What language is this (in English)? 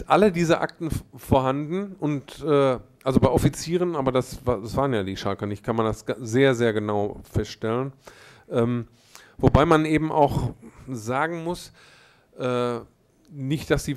German